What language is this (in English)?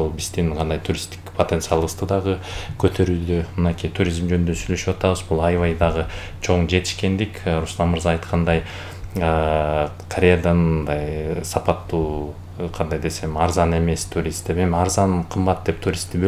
Kyrgyz